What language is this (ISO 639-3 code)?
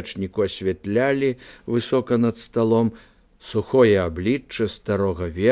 bel